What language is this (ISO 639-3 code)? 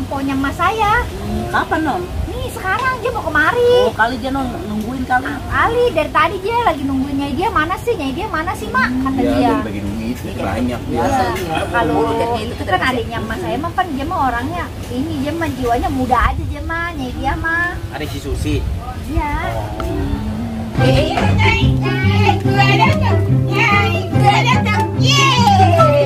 bew